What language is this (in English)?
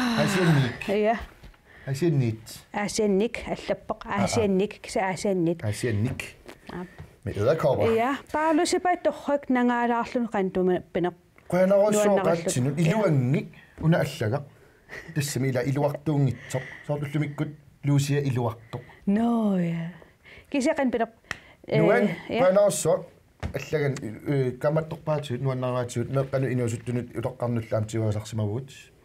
Kalaallisut